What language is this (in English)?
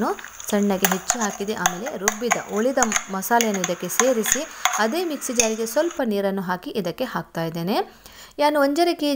Kannada